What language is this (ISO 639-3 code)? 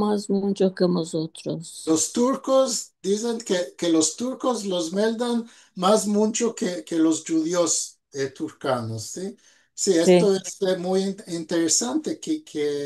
lad